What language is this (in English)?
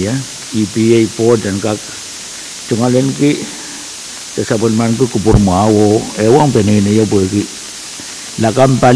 Pohnpeian